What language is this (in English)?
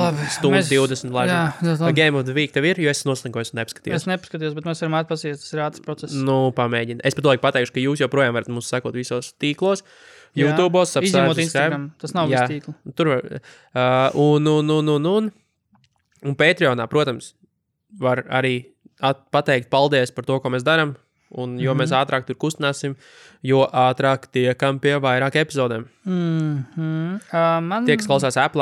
Latvian